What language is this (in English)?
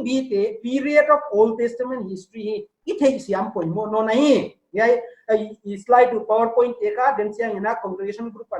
Paite Chin